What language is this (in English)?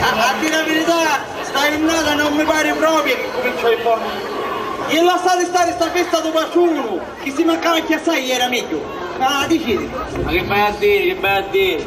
Sicilian